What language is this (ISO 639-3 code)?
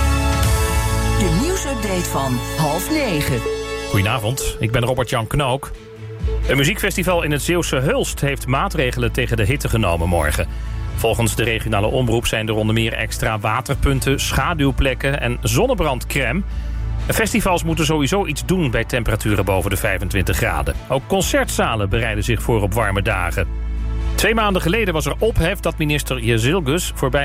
nld